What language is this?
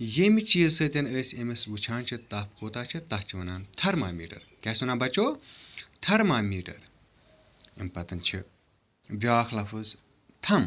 Kashmiri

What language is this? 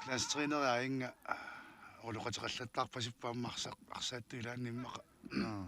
Kalaallisut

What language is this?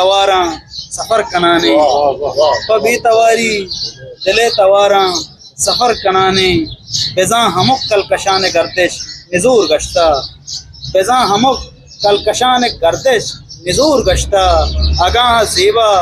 Eastern Balochi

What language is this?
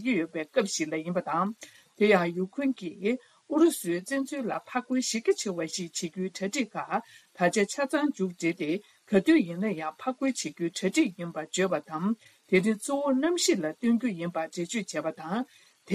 Tibetan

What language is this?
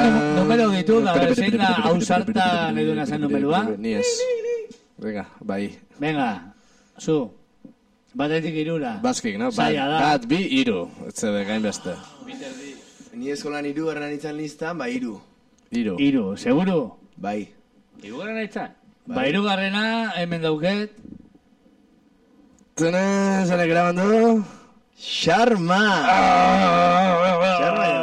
Basque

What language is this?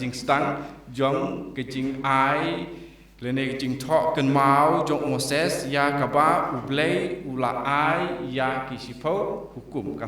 Khasi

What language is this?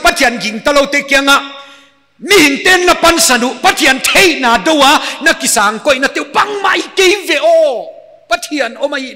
Paite Chin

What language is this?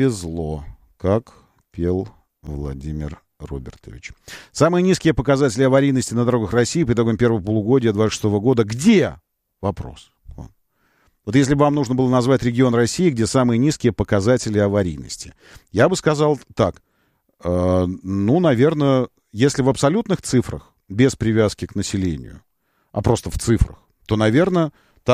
Russian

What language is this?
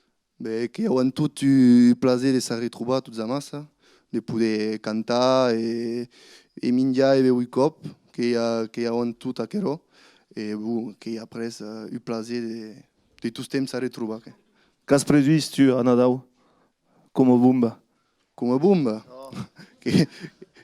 Occitan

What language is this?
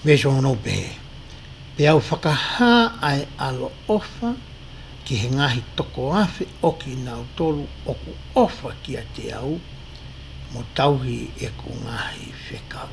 Tongan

